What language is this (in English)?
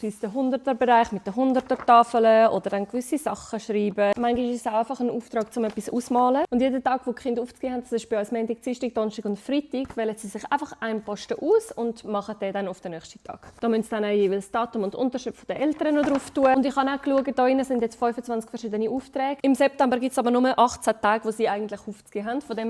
Swiss German